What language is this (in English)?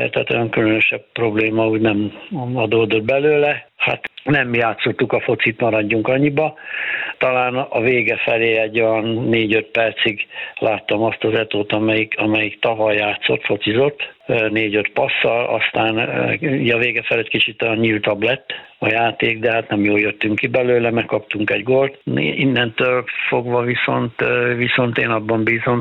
Hungarian